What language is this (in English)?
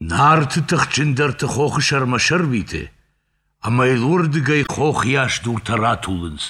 Ossetic